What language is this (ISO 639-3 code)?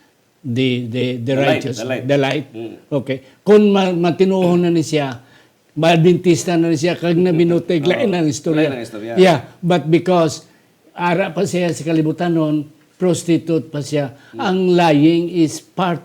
hil